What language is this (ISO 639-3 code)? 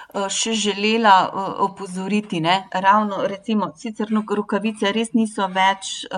slv